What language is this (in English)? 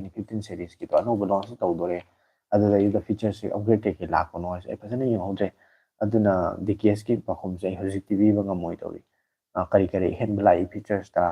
Manipuri